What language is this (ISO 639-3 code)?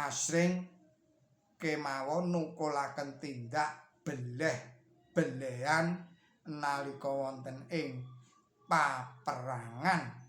jav